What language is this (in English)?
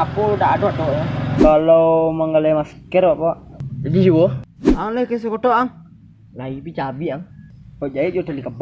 Minangkabau